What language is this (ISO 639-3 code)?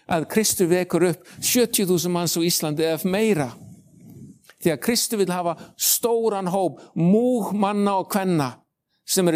isl